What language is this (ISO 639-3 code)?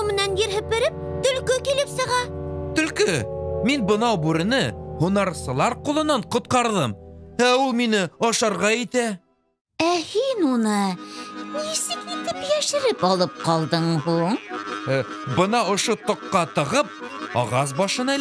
bak